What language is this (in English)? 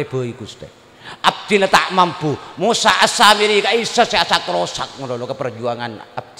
Madurese